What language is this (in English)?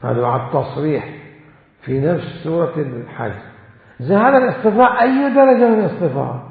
Mesopotamian Arabic